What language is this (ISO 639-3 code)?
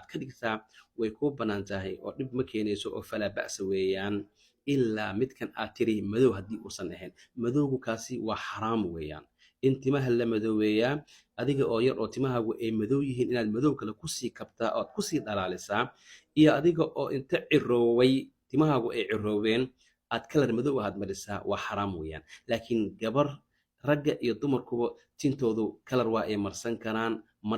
som